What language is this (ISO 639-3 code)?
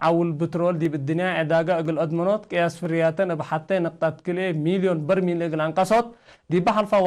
tig